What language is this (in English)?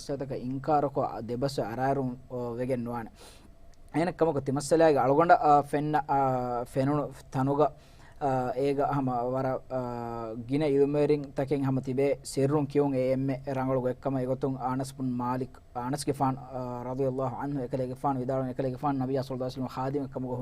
Divehi